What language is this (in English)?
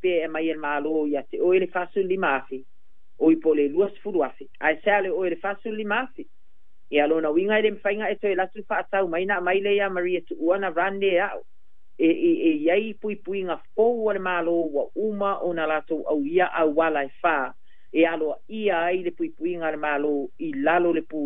Samoan